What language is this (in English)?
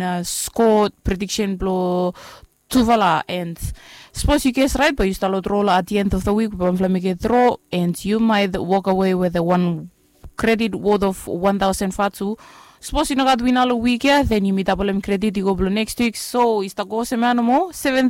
Bislama